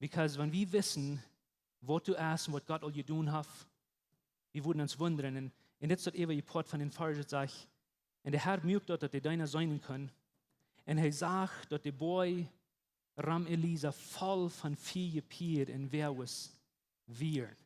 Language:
Plautdietsch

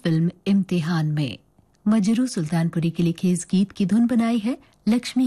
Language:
Hindi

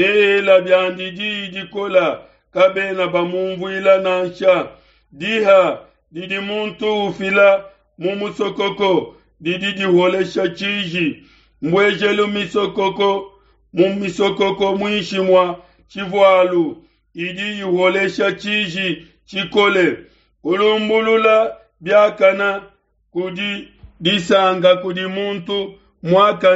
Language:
Luba-Lulua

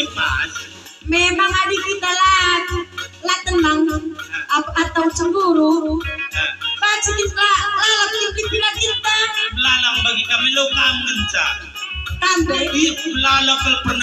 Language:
Batak Karo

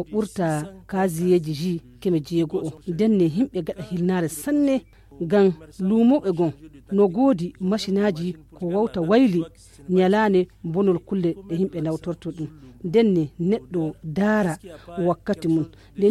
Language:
Fula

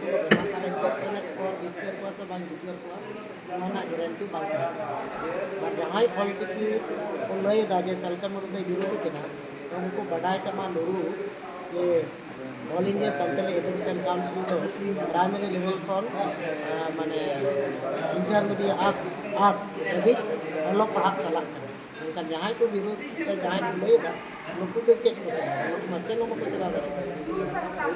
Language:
Santali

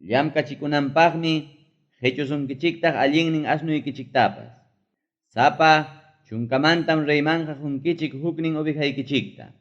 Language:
Ayacucho Quechua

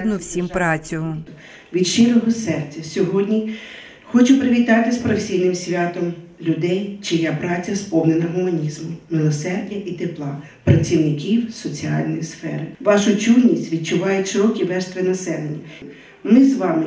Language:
Ukrainian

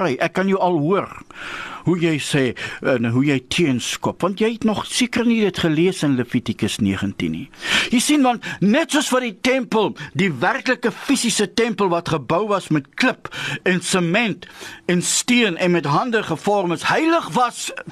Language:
Afrikaans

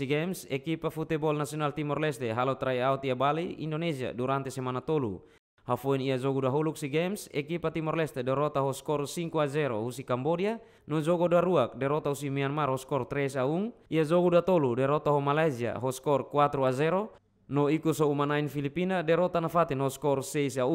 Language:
Tetum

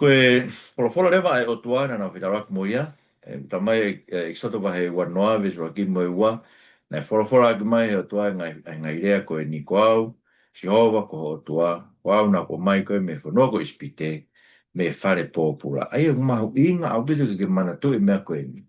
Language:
Tongan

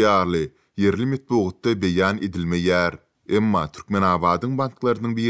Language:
Turkmen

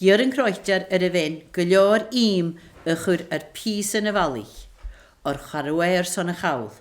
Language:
Scottish Gaelic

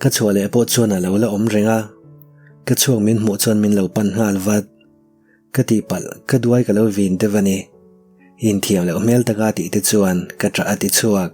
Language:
Mizo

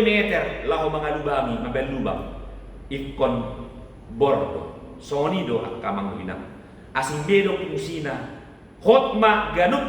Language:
Batak Toba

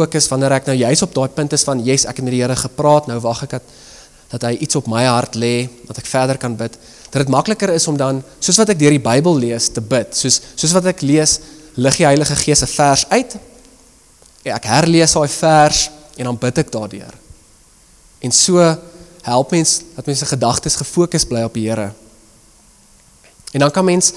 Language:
Afrikaans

